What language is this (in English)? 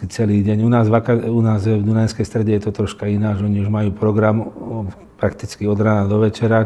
Slovak